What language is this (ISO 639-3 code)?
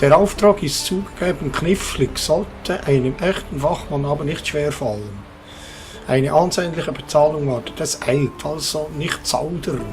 gsw